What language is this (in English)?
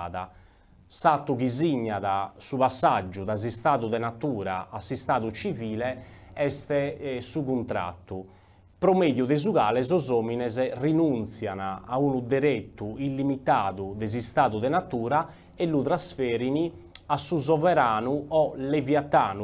Sardinian